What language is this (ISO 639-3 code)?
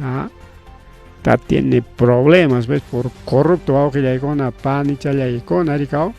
quy